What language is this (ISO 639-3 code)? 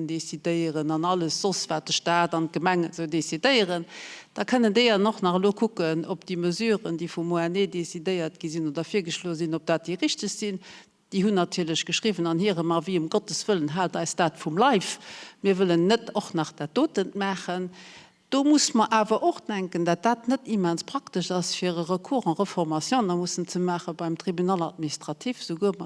ltz